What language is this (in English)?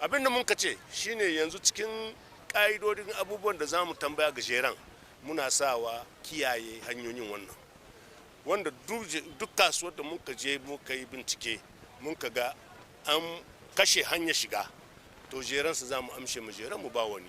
Hausa